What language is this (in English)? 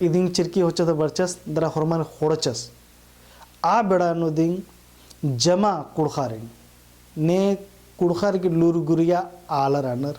Kurukh